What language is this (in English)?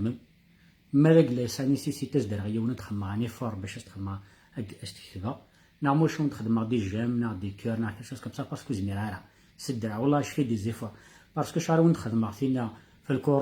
Kabyle